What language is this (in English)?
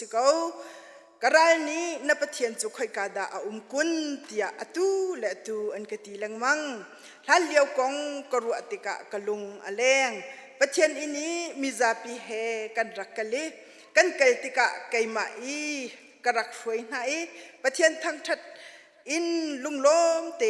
Hakha Chin